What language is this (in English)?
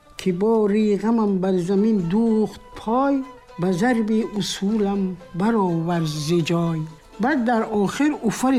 Tajik